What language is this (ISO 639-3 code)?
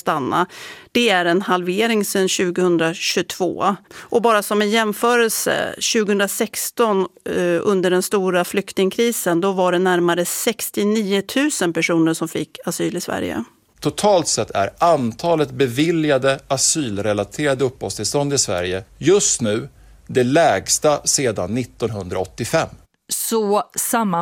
swe